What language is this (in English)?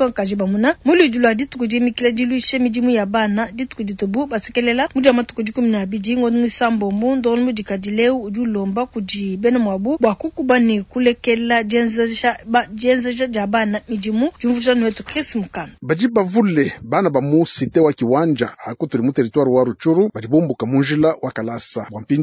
Luba-Lulua